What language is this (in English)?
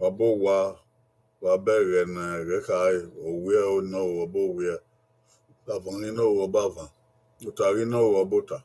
Bini